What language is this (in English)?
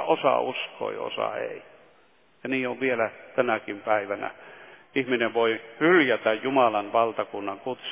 Finnish